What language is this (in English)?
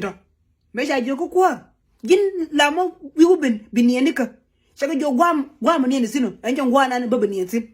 Nuer